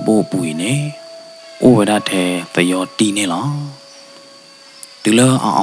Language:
S'gaw Karen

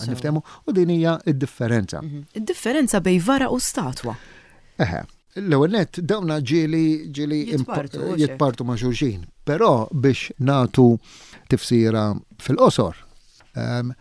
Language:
Maltese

